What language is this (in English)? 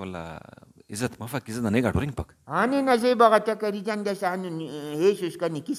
Brahui